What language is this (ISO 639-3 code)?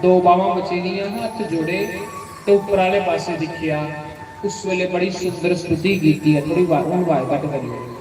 doi